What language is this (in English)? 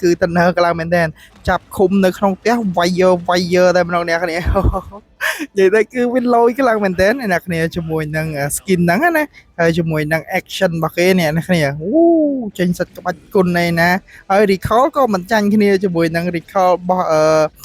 Khmer